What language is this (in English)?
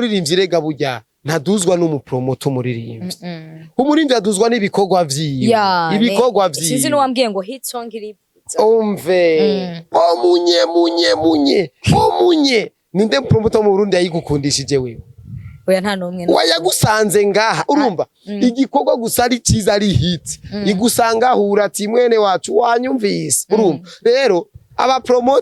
Rundi